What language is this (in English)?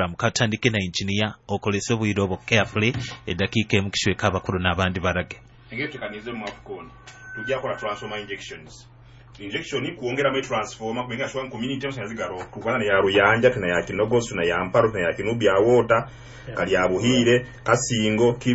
Nyoro